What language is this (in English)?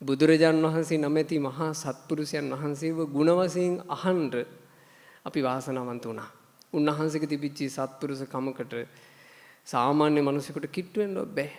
Sinhala